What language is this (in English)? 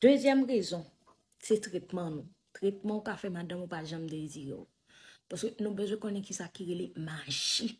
Haitian Creole